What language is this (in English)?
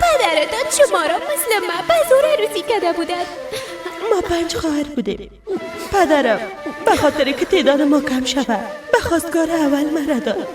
Persian